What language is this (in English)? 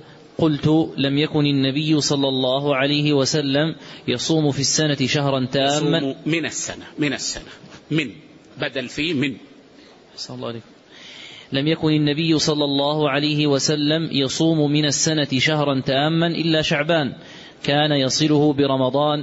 Arabic